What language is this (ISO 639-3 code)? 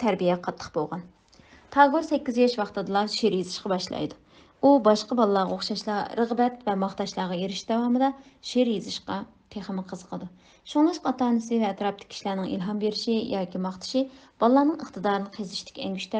uig